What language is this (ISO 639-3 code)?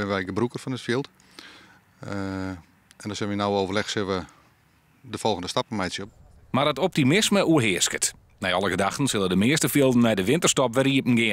fry